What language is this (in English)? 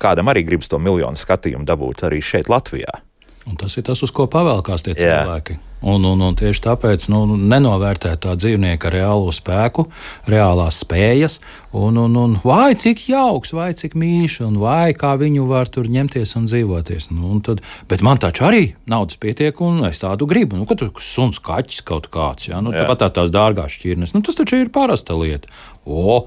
Latvian